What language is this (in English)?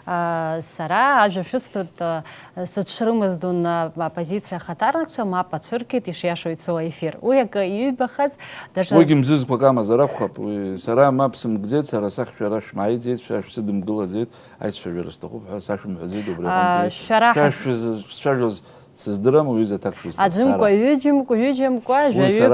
Abkhazian